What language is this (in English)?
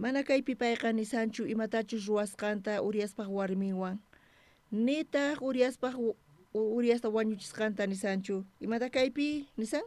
South Bolivian Quechua